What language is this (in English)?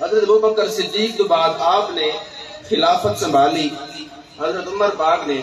Saraiki